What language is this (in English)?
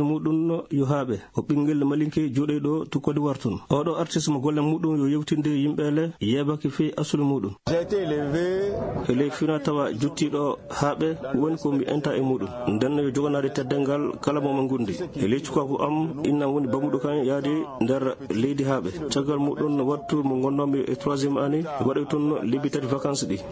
Fula